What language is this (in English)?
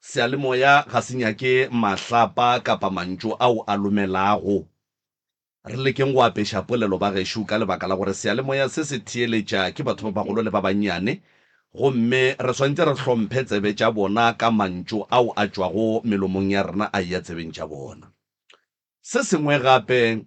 Northern Sotho